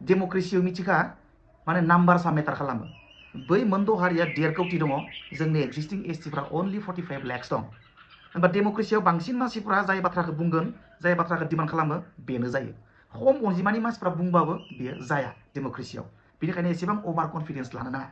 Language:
Bodo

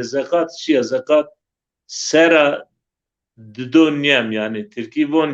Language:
Zaza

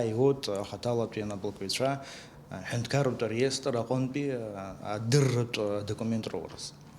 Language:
Abkhazian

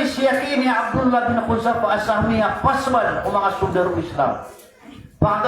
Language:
Maranao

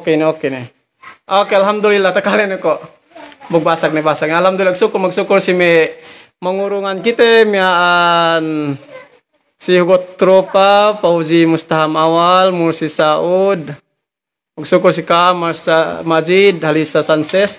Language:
Yakan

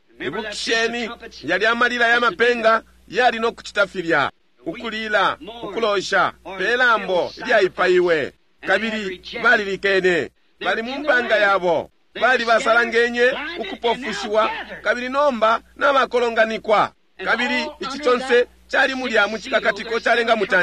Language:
Bemba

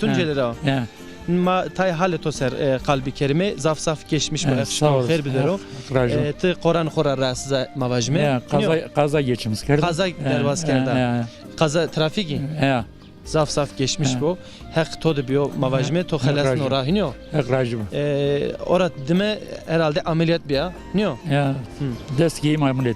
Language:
Zaza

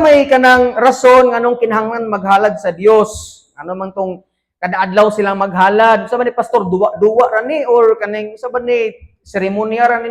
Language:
Cebuano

